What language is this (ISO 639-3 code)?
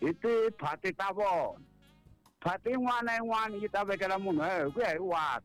tso